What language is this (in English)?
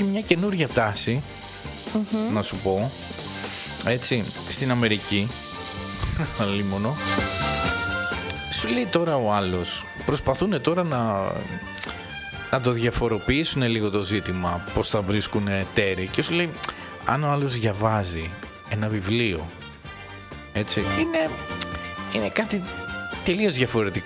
Greek